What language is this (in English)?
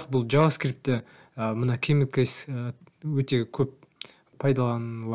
Kazakh